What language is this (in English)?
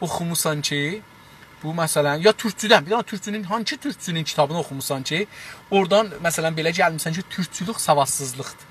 South Azerbaijani